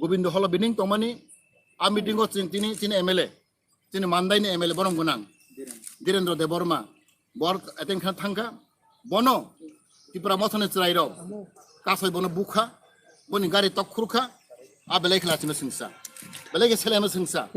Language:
Kok Borok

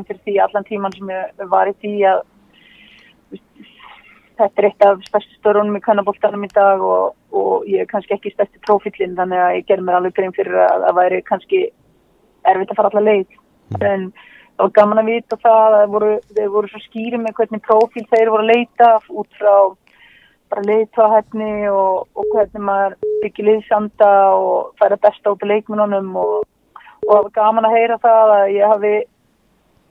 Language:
Icelandic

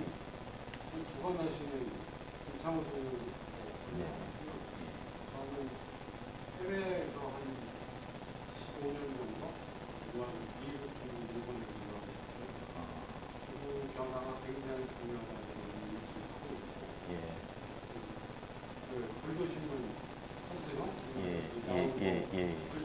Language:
Korean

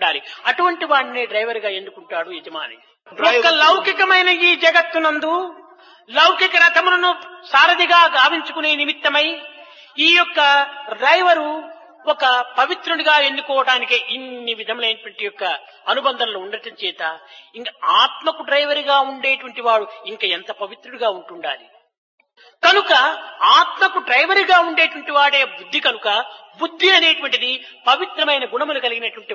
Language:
Telugu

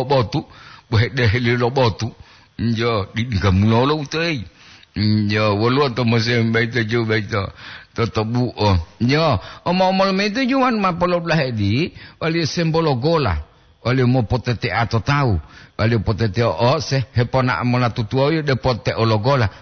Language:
Gorontalo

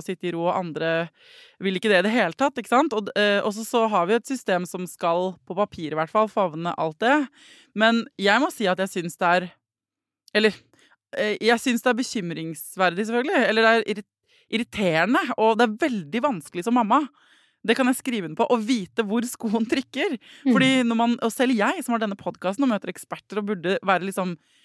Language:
Norwegian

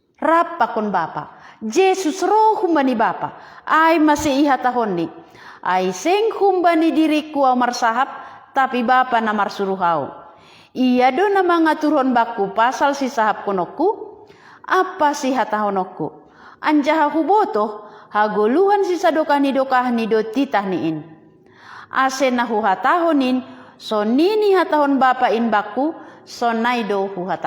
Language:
Batak Simalungun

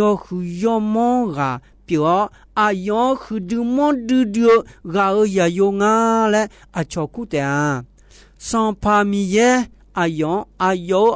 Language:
Akha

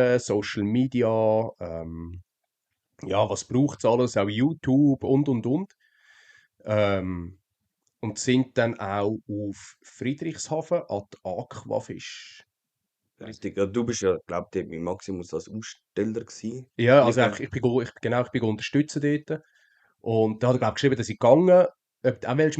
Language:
Swiss German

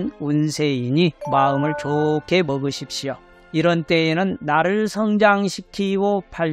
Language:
Korean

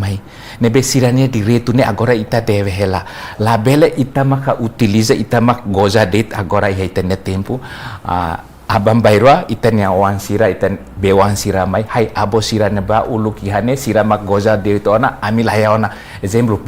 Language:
Tetum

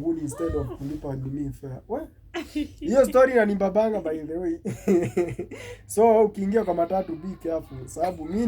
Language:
Swahili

